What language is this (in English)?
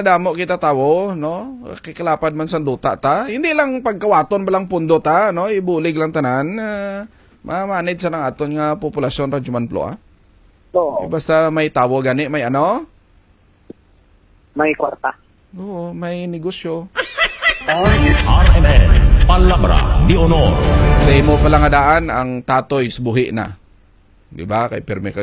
Hiligaynon